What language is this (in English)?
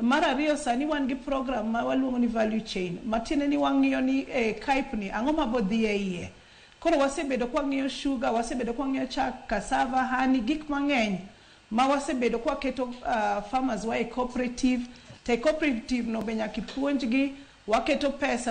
Luo (Kenya and Tanzania)